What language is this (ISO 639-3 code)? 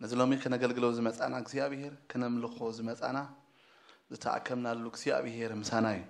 tir